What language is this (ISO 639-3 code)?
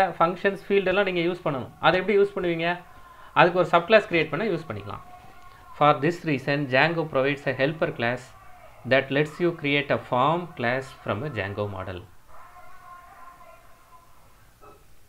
tam